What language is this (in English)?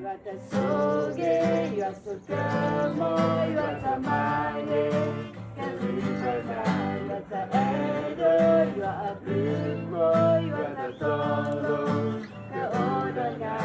S'gaw Karen